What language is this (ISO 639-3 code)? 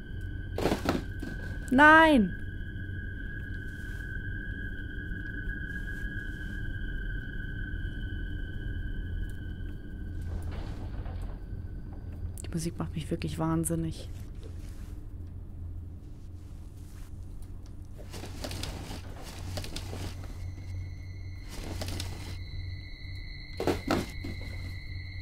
deu